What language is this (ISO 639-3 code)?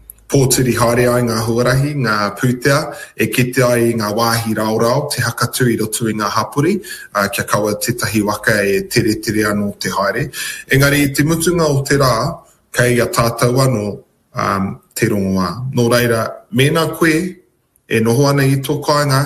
mri